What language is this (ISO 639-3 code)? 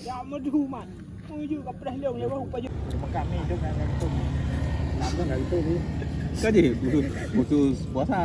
ace